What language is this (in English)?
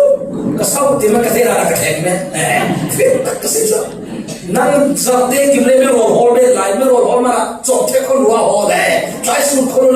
Falam Chin